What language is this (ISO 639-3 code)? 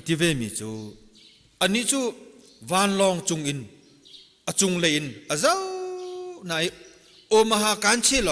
cnh